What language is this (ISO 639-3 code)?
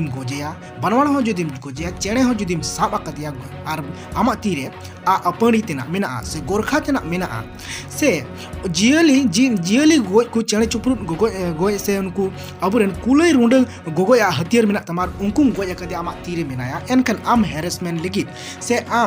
sat